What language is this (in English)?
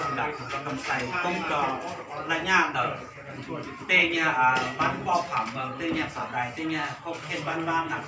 Hmong